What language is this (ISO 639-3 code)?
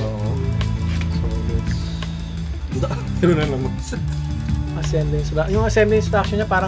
fil